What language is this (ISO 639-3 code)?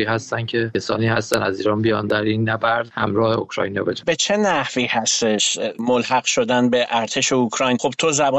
fas